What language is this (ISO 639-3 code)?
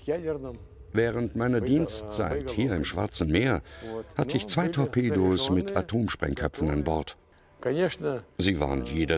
deu